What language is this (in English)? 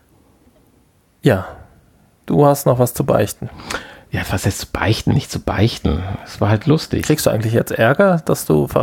German